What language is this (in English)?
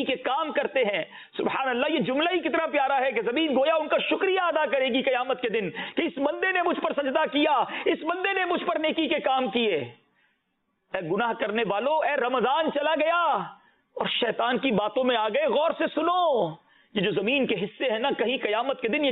Urdu